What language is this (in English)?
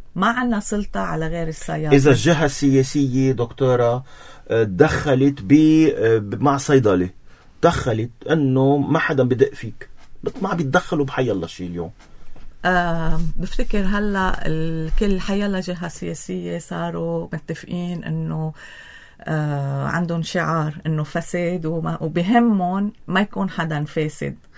North Levantine Arabic